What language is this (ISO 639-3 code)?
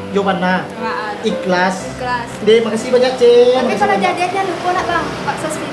min